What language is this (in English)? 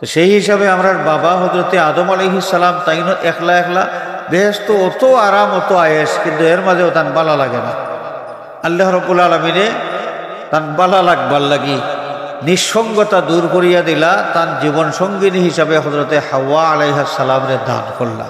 Sylheti